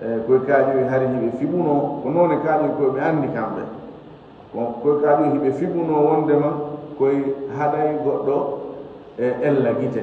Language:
Fula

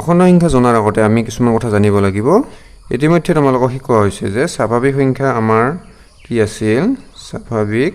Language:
Assamese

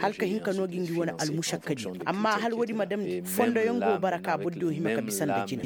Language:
Koyraboro Senni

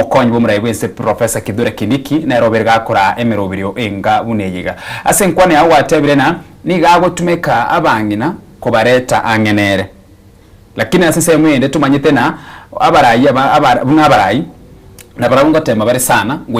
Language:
Gusii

